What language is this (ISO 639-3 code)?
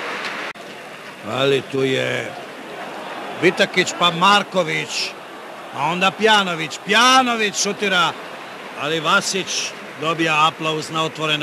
srp